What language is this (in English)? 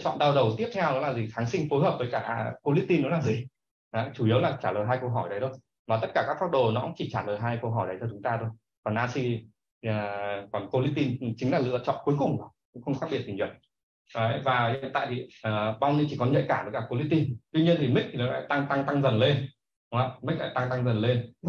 Vietnamese